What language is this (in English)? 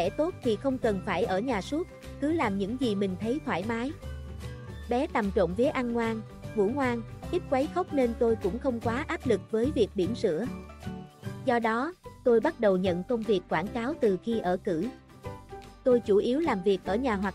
Vietnamese